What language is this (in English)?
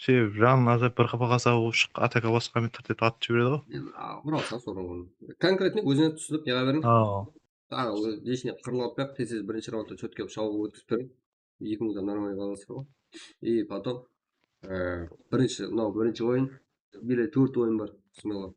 Kara-Kalpak